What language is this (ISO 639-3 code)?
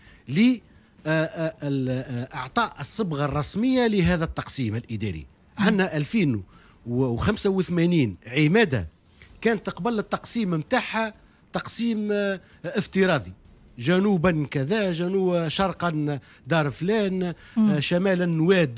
aeb